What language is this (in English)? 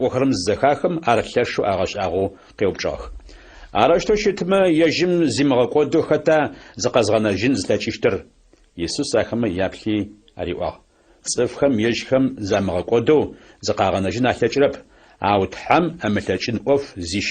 Adyghe